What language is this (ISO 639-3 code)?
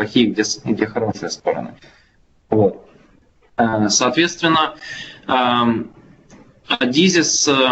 rus